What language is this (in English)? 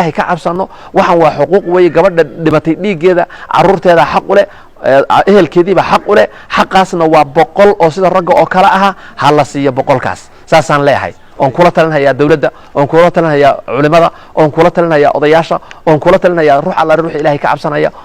Somali